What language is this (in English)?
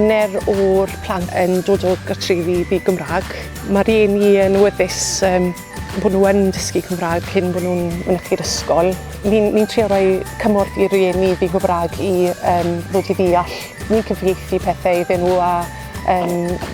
Welsh